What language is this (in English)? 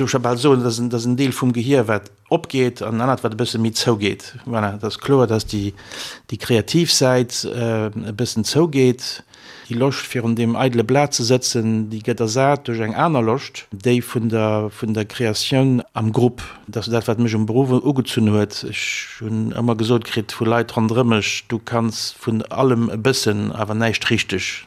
Luxembourgish